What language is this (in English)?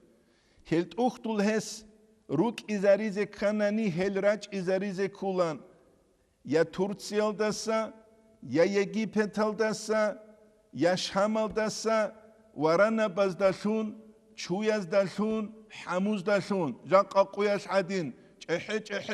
Avaric